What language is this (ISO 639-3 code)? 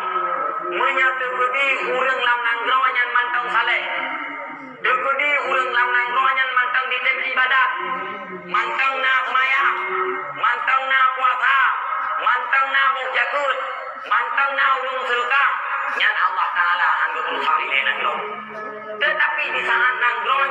ace